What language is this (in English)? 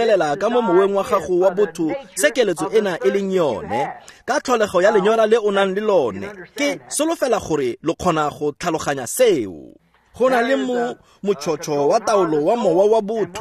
Tswana